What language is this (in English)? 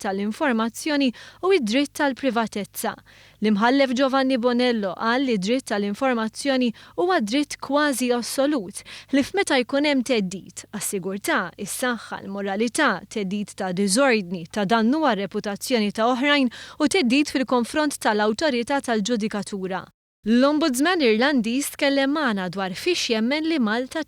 Maltese